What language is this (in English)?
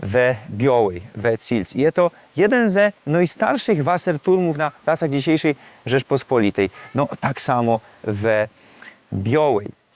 Silesian